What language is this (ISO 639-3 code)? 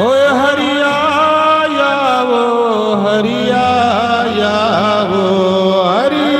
doi